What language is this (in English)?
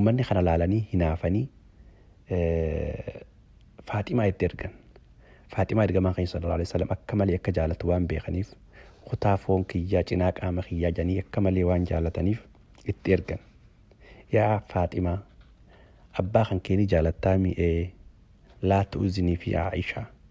Oromo